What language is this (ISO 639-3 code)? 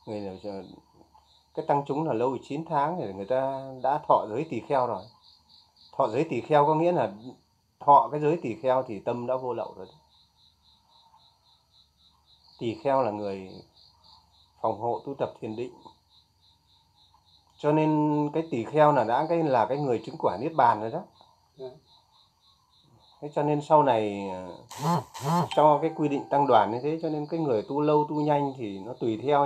vie